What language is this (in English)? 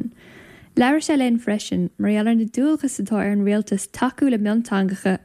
Irish